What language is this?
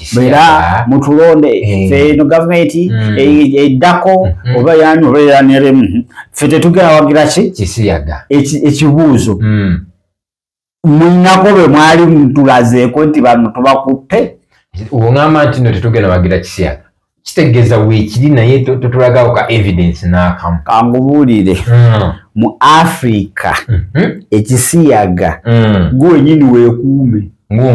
Ganda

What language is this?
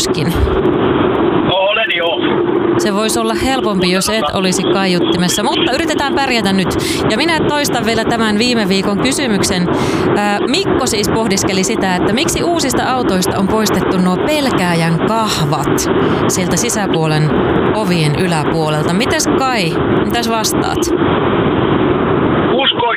Finnish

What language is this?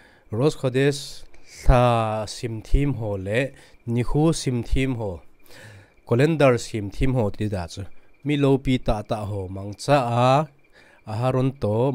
Thado Chin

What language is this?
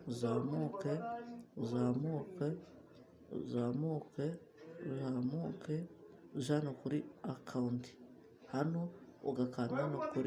Kinyarwanda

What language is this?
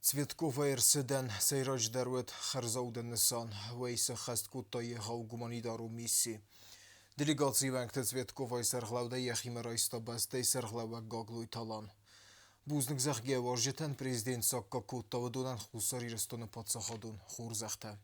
Ossetic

